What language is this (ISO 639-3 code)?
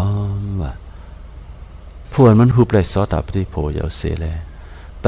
shn